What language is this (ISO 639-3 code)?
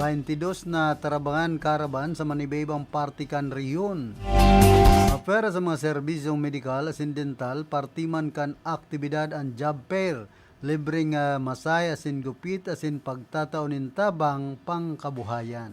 bik